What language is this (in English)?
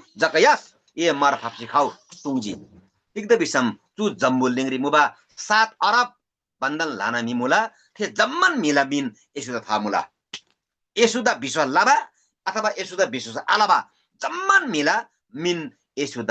Eastern Tamang